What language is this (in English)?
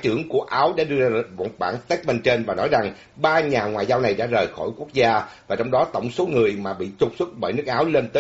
Vietnamese